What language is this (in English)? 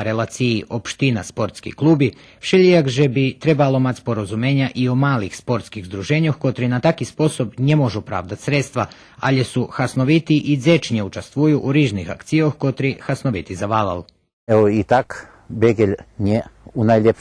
Rusyn